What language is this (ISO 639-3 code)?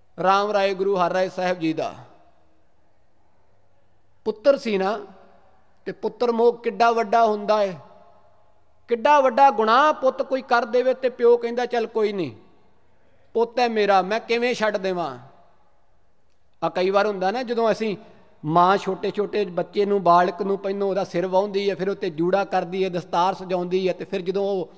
pan